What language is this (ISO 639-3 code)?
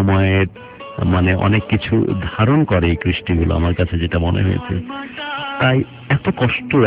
ben